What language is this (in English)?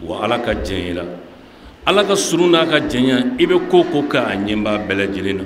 Bambara